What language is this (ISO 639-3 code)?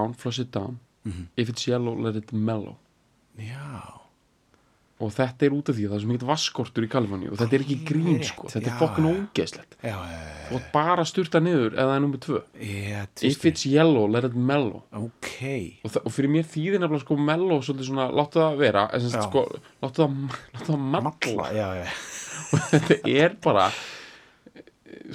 isl